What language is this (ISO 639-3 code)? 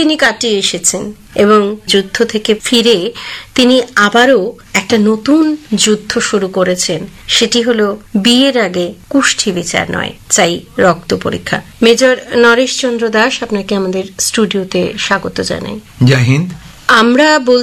ben